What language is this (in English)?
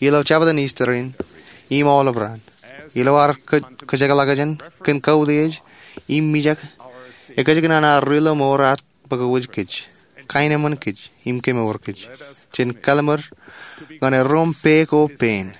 Marshallese